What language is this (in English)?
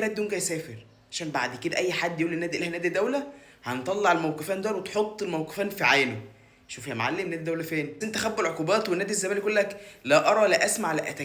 Egyptian Arabic